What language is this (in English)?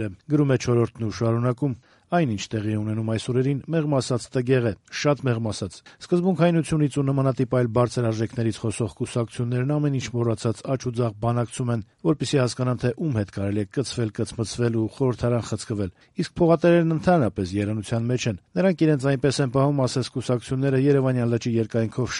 Armenian